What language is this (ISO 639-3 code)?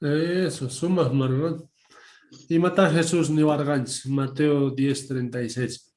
quh